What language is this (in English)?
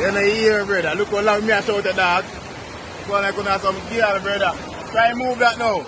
Jamaican Creole English